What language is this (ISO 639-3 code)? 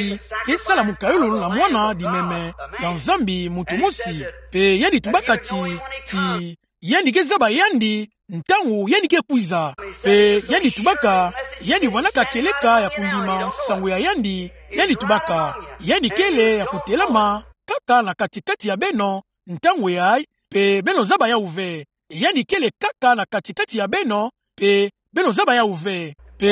ktu